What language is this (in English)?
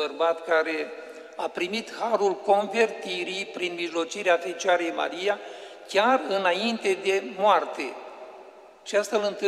Romanian